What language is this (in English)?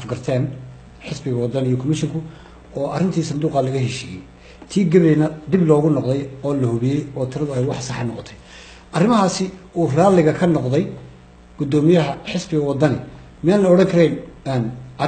Somali